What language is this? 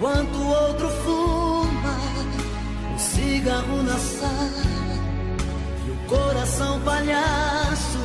Portuguese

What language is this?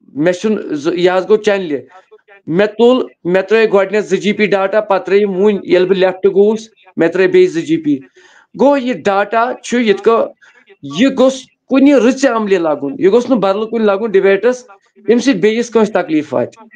Kashmiri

